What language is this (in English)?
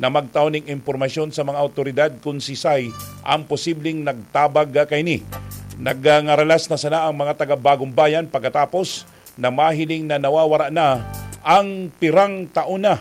Bikol